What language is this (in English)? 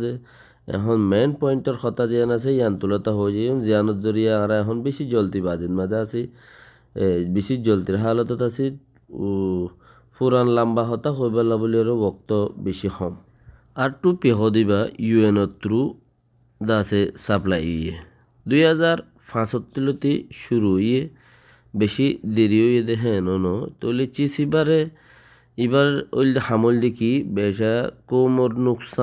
Rohingya